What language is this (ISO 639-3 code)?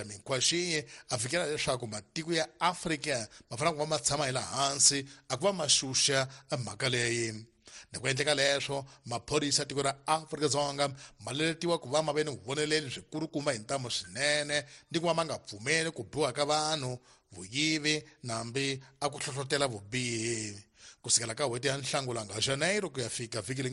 tso